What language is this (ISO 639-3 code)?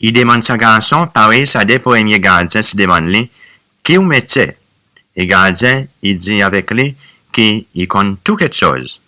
crs